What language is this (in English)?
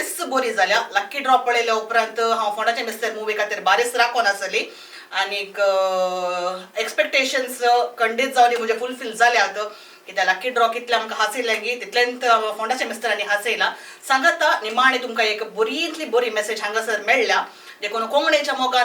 Konkani